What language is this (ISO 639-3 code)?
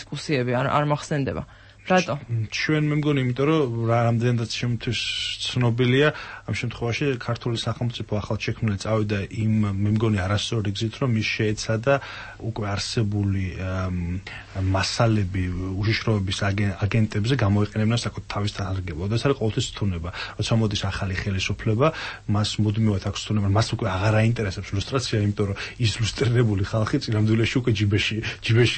kat